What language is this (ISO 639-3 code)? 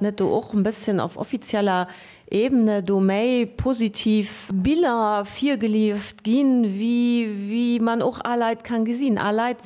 ltz